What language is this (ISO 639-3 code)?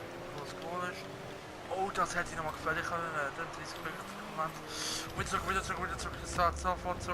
gsw